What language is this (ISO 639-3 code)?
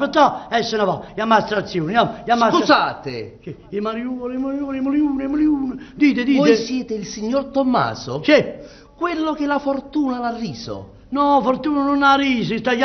nap